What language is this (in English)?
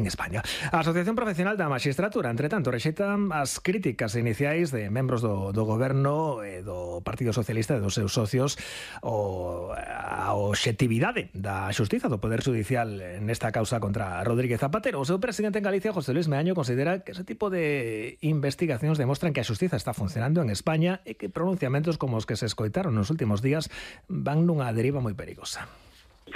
Galician